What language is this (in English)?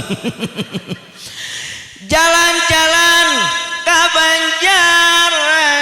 Sundanese